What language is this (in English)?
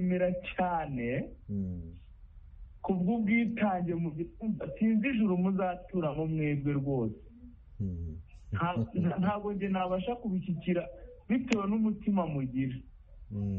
Kinyarwanda